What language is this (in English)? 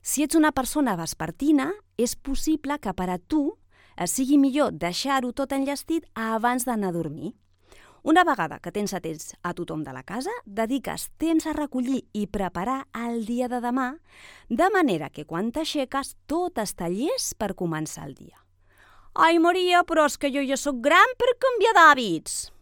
Catalan